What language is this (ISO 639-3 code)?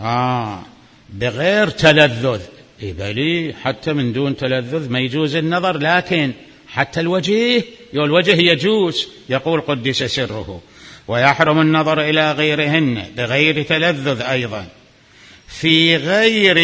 acm